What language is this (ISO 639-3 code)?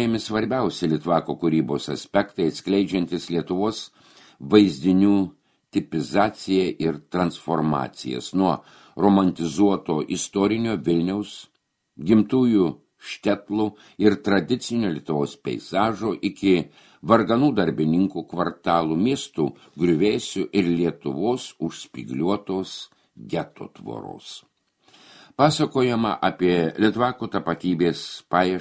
lit